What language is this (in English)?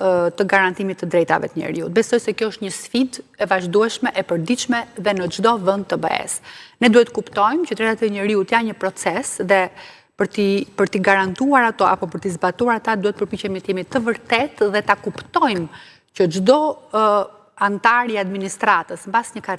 Albanian